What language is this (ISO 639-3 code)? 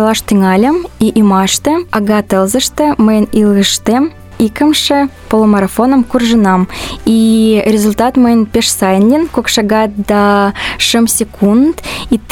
chm